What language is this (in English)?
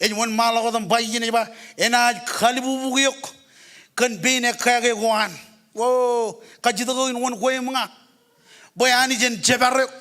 Marshallese